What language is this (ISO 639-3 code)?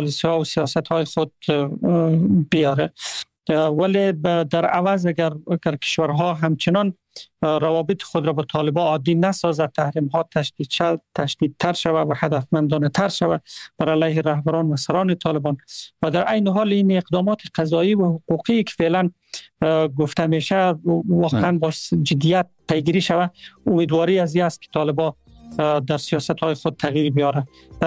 fas